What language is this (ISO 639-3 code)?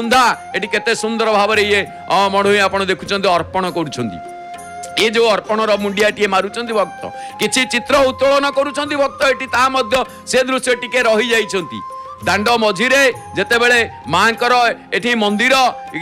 ori